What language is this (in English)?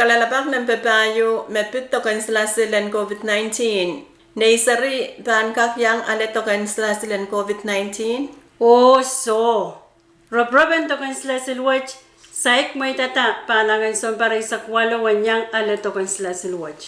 Pohnpeian